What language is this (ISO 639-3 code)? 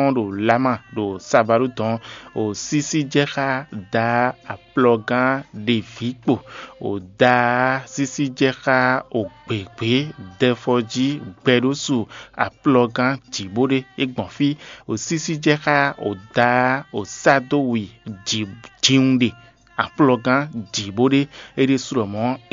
fon